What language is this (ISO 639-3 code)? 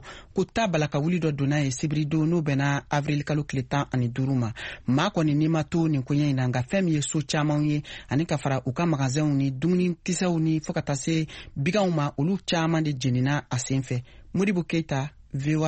bam